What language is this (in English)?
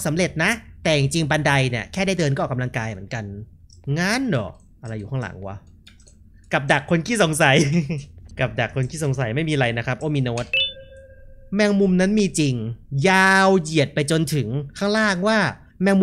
Thai